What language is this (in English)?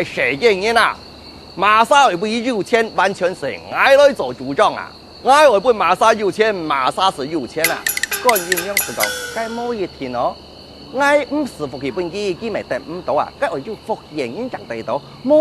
Hakka Chinese